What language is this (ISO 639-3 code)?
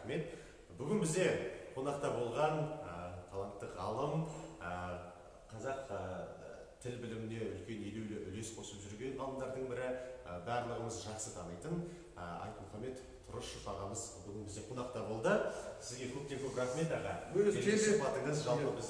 kaz